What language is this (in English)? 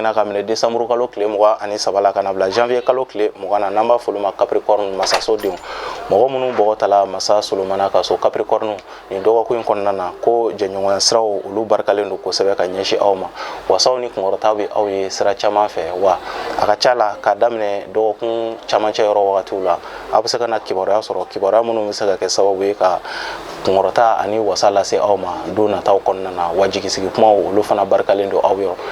Bambara